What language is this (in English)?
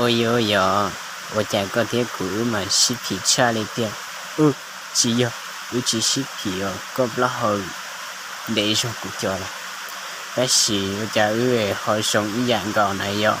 Hmong